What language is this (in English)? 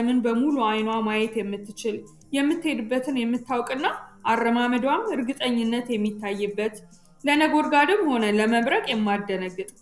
Amharic